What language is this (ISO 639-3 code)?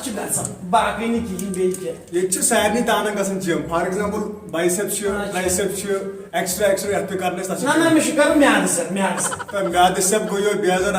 kas